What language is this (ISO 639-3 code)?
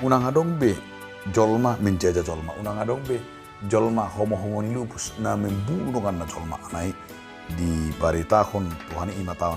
bbc